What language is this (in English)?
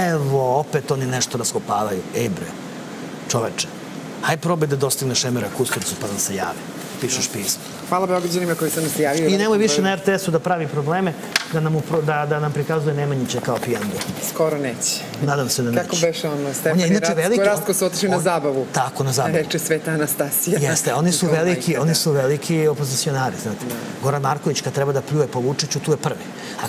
Serbian